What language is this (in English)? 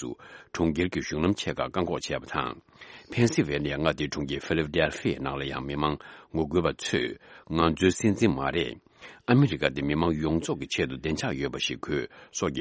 Tibetan